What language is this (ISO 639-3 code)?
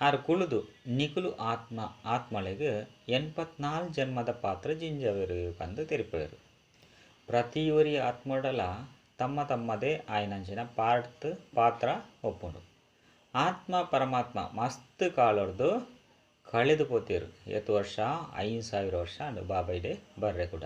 tcy